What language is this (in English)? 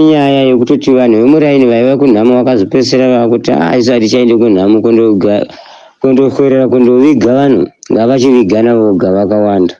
Shona